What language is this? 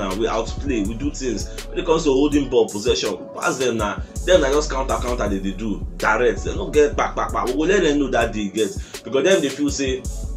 Nigerian Pidgin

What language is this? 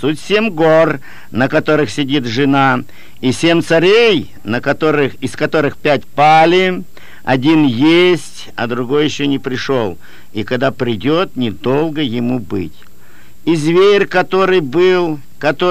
Russian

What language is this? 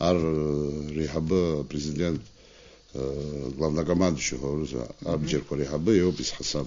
Abkhazian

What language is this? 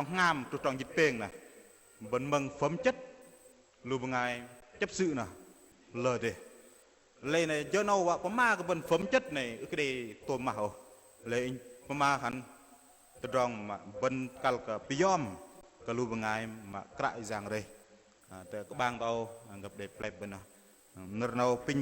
Bahnar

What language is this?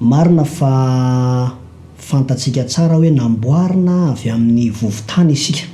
Malagasy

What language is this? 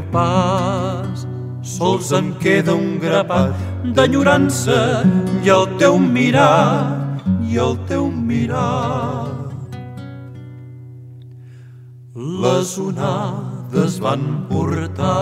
Catalan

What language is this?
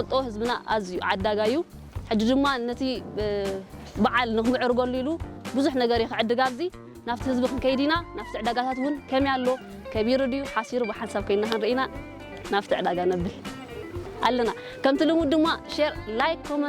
Tigrinya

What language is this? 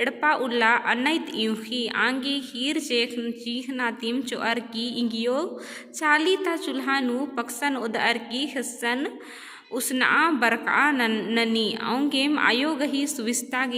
Kurukh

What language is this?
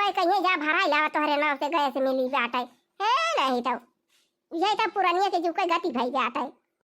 Awadhi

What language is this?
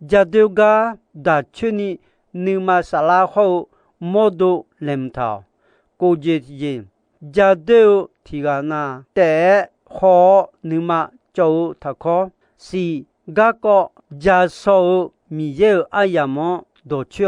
Akha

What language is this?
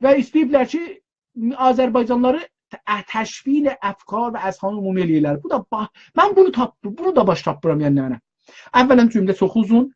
South Azerbaijani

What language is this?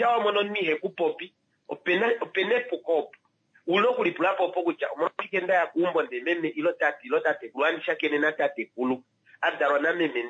Kuanyama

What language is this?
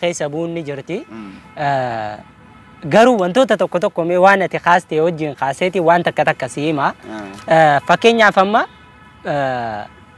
Oromo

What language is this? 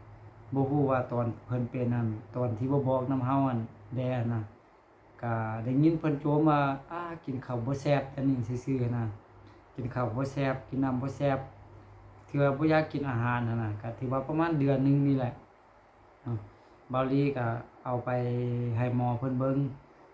Lao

